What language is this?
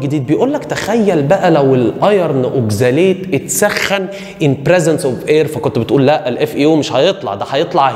Egyptian Arabic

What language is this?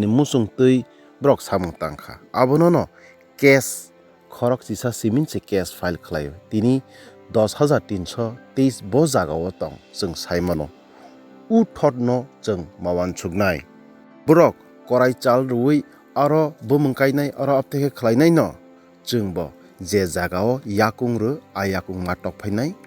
Kok Borok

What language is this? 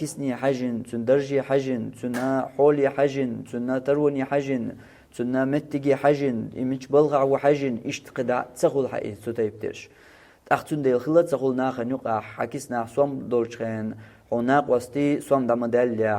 Chechen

